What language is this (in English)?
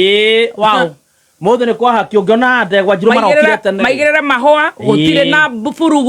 Kikuyu